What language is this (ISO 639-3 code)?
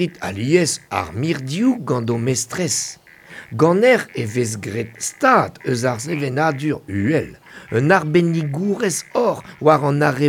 bre